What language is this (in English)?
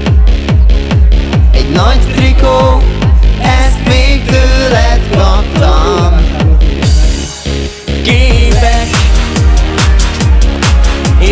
Hungarian